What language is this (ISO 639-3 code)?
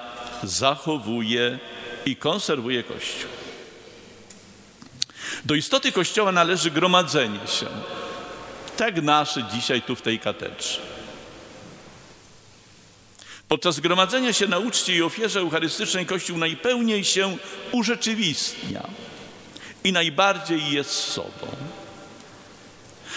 pol